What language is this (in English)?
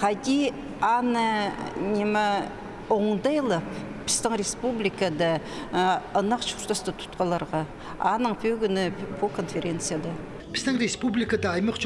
Khakas